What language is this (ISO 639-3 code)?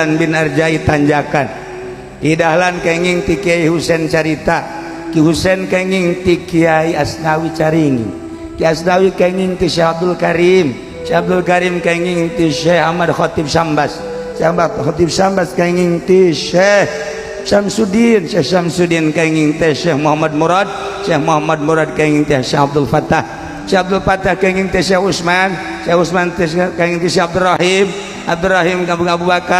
sun